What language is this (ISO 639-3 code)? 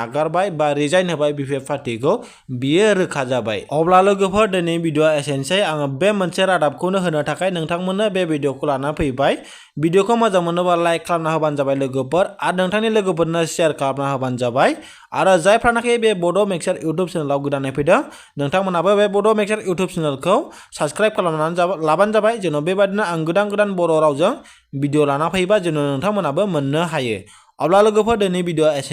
brx